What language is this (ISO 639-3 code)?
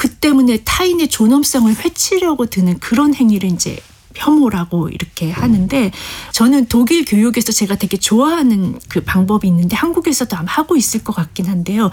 kor